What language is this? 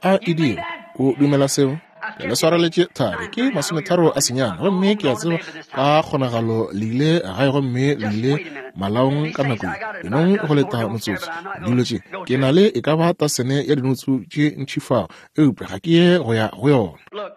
Northern Sotho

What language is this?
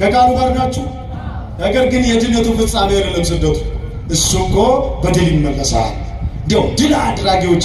Amharic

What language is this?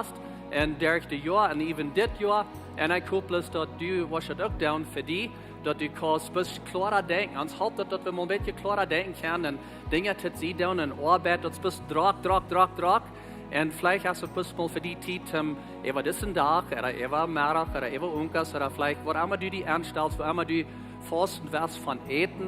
Plautdietsch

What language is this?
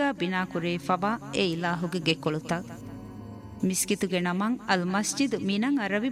Divehi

